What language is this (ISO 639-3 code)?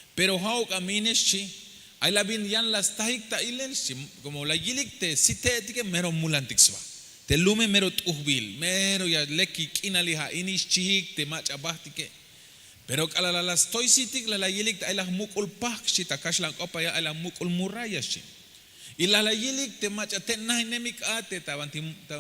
tzh